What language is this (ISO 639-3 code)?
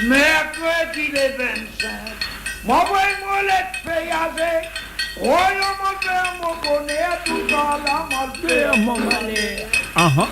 mfe